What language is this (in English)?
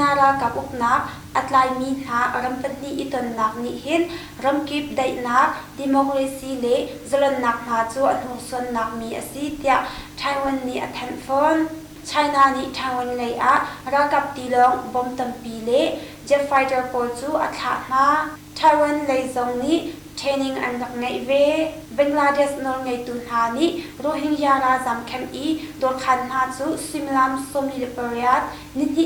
Hakha Chin